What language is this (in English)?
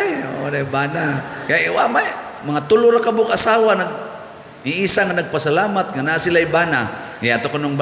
Cebuano